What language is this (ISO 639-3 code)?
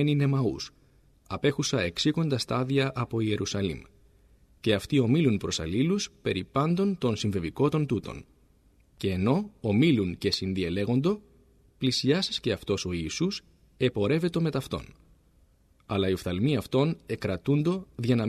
ell